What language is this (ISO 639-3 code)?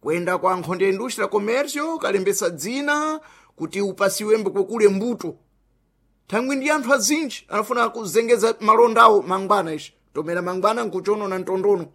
seh